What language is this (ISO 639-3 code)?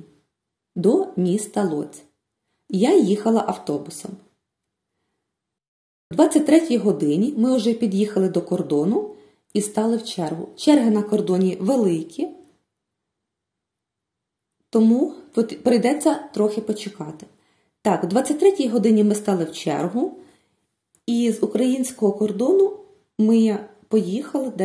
ukr